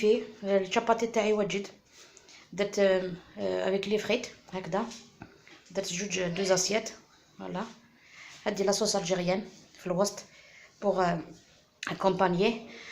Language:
Algerian Arabic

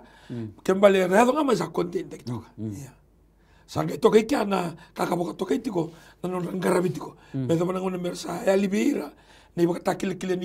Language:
Fijian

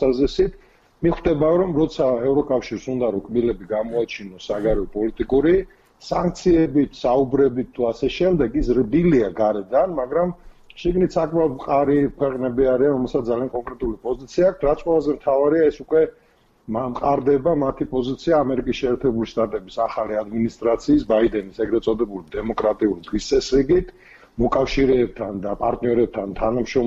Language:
Georgian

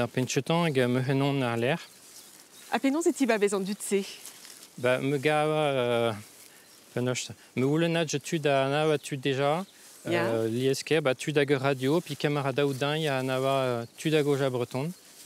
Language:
Breton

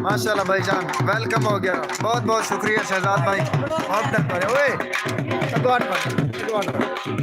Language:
Saraiki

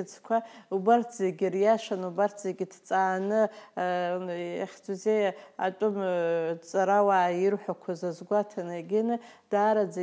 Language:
Abkhazian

